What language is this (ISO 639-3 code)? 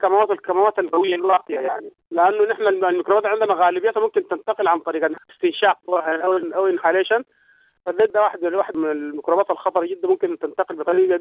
apd